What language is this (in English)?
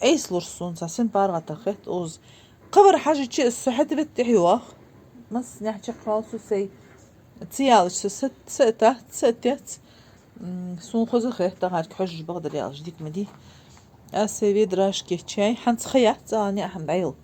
Ingush